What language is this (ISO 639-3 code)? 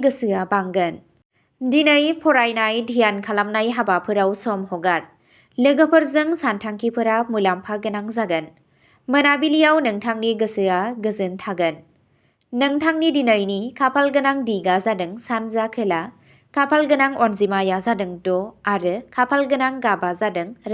brx